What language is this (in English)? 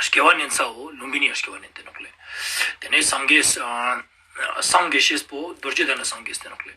Ladakhi